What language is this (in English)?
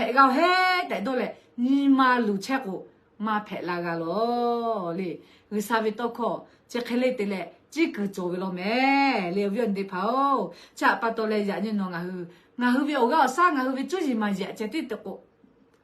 Lahu